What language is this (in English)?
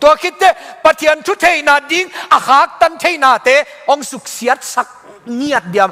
Tedim Chin